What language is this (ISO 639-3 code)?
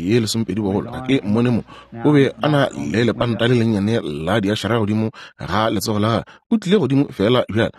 nso